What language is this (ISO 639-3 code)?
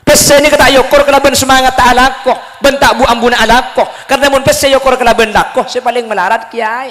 mad